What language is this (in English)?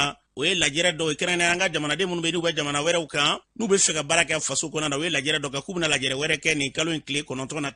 Bambara